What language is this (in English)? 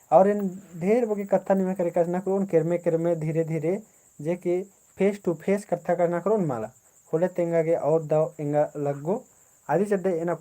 Kurukh